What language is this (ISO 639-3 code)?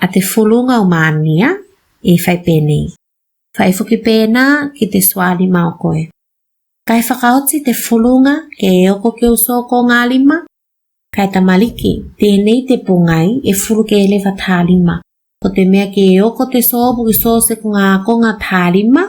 tvl